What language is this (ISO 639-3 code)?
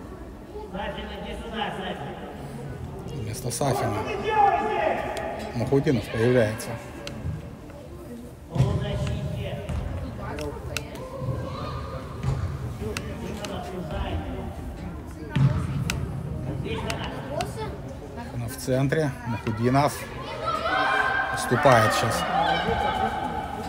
rus